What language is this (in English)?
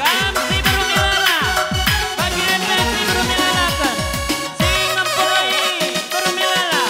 Batak Karo